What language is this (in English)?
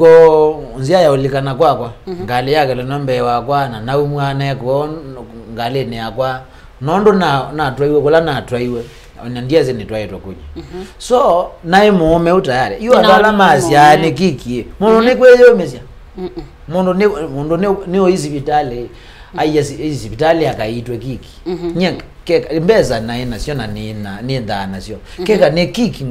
Kamba